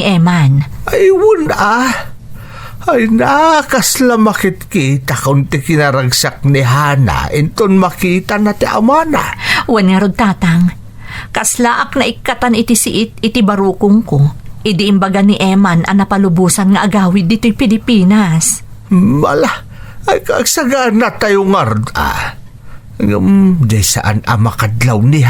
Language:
Iloko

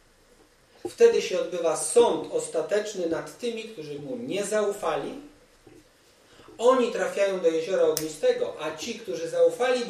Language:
Polish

